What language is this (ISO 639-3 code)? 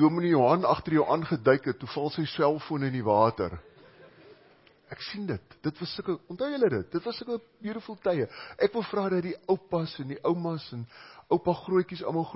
afr